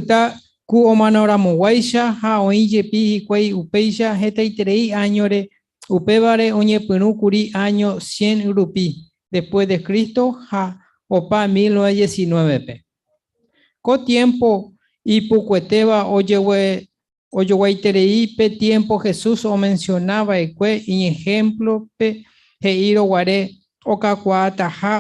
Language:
Guarani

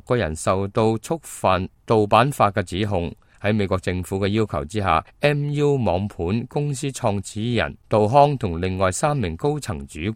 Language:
Cantonese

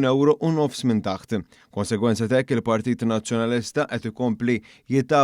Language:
Maltese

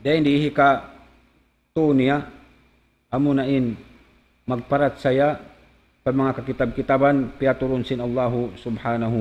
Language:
Tausug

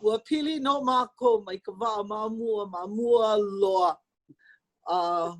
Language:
Hawaiian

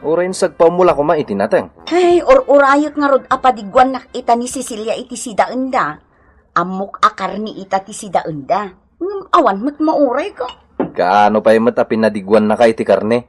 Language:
Iloko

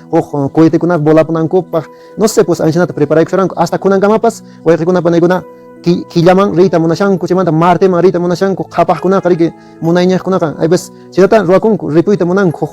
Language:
Quechua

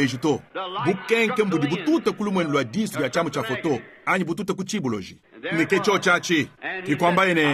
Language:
Luba-Lulua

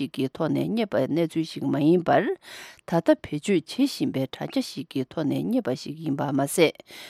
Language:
Tibetan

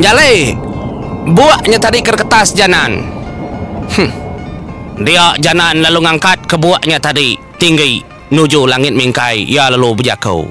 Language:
Iban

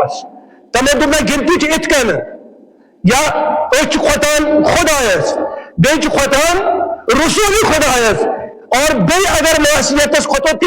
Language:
Kashmiri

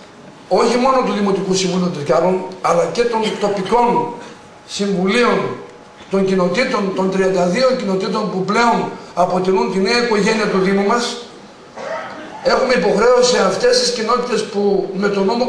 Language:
Greek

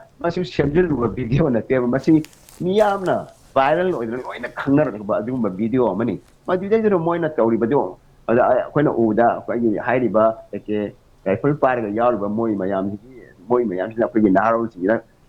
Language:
Manipuri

